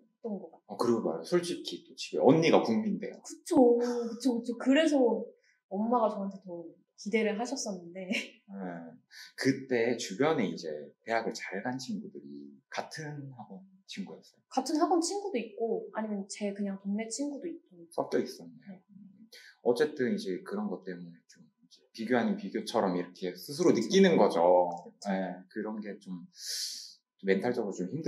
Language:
Korean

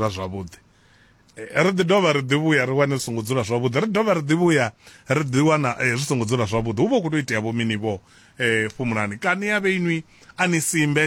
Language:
Venda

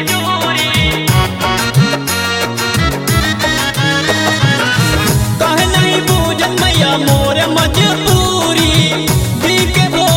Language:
Bhojpuri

